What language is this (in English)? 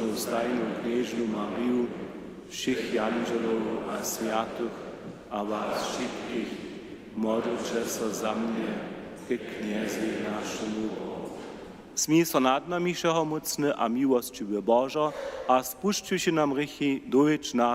Upper Sorbian